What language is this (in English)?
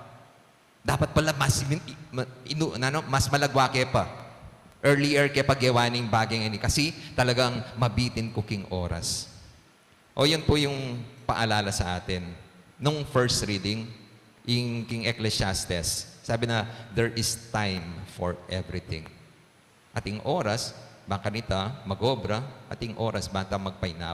Pampanga